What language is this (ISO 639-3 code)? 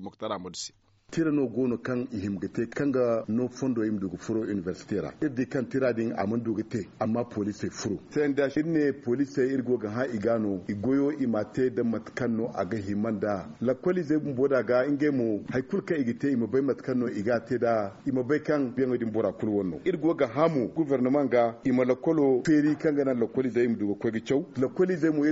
dje